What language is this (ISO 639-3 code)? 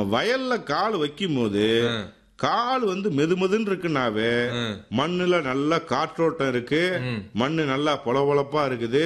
tam